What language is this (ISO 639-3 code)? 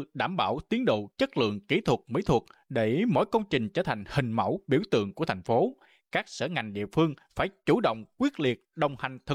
vie